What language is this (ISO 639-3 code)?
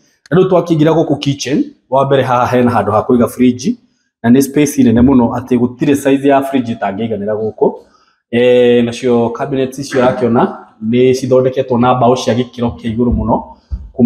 kik